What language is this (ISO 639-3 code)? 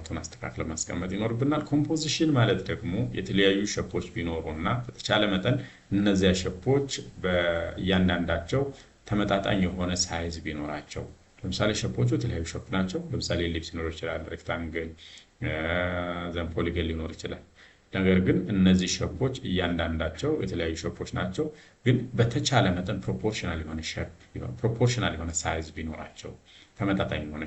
amh